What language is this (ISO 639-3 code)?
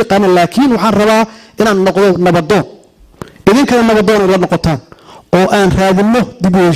som